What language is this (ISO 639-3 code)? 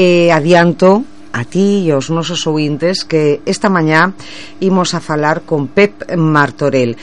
glg